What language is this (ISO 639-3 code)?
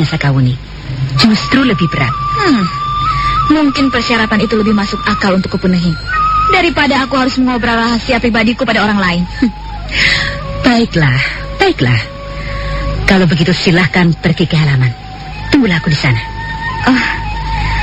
ind